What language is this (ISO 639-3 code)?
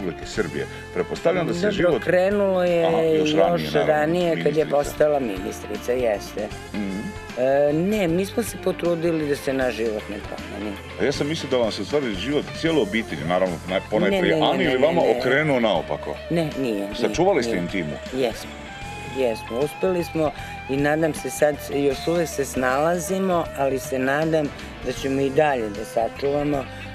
hrv